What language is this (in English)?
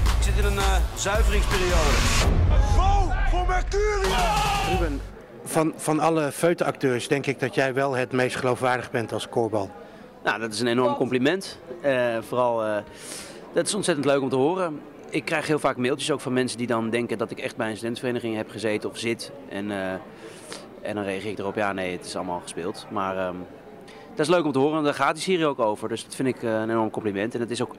Dutch